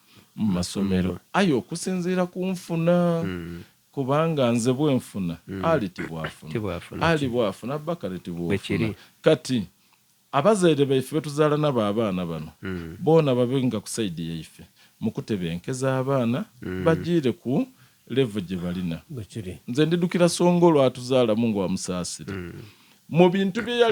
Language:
Soga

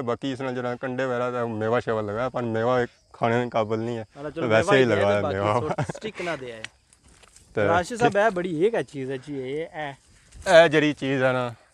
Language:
Pahari-Potwari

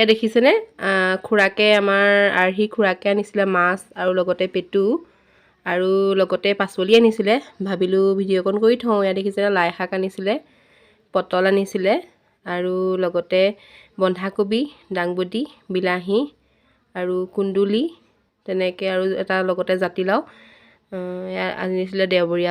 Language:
Assamese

